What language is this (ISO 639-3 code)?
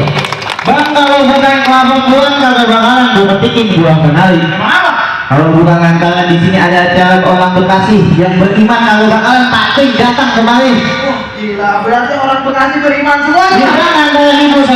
bew